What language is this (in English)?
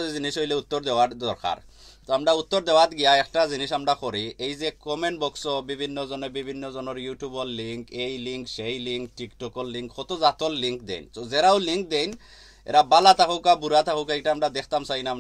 Sylheti